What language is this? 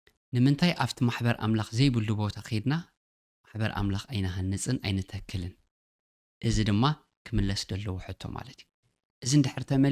Tigrinya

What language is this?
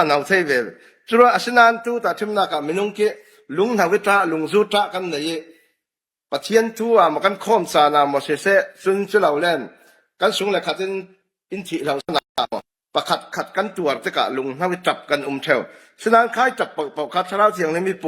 Falam Chin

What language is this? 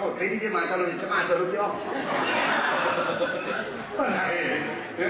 Burmese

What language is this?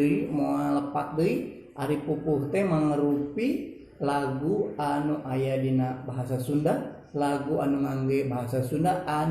Sundanese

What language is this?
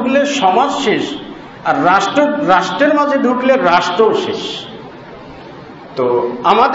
Bangla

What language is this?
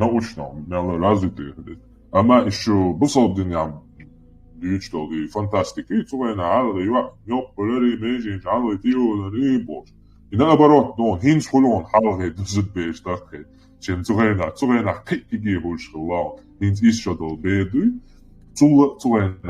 Chechen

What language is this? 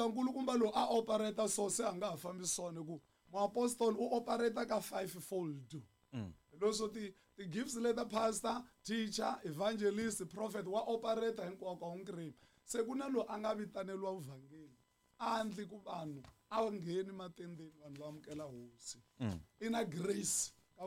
Tsonga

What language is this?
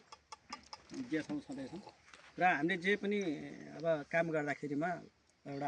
Nepali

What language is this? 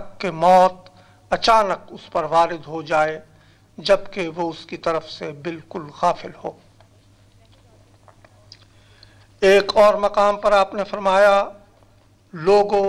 Urdu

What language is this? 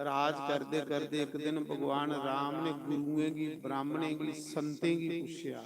Dogri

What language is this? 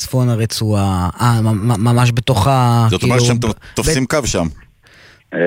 Hebrew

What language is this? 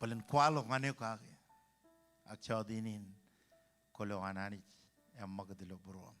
Marshallese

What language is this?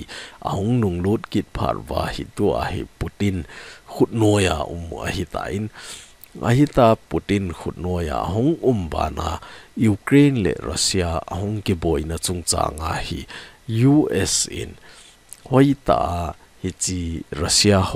Thado Chin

